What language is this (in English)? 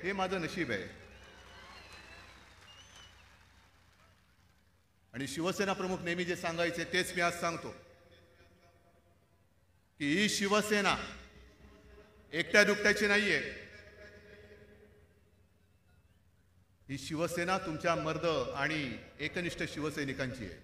Marathi